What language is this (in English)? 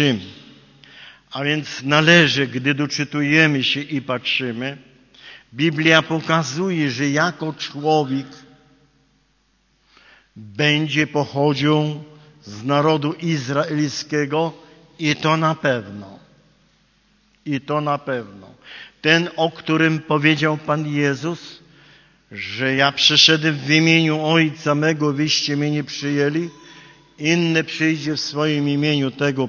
Polish